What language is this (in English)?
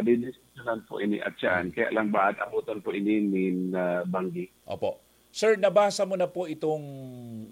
Bikol